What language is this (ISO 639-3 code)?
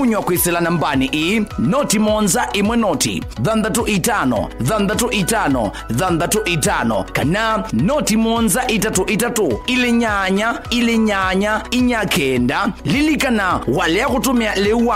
kam